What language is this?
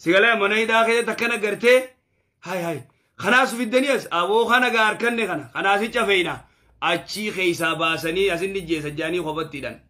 Oromo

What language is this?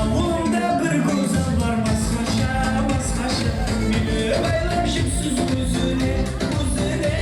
Kara-Kalpak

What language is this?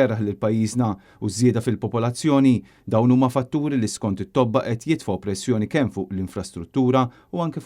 Maltese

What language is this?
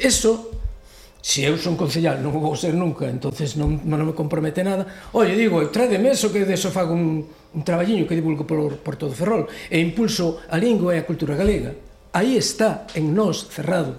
Galician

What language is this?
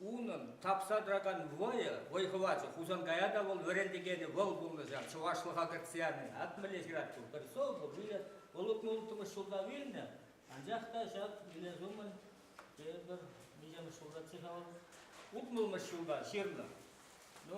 Chuvash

